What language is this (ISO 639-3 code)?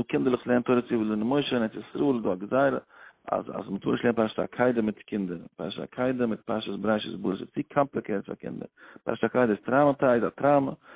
yid